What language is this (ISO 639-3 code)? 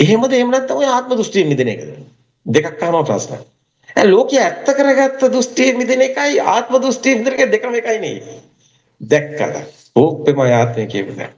sin